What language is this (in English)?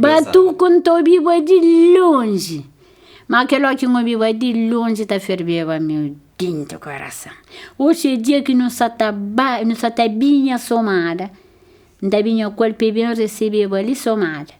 Kabuverdianu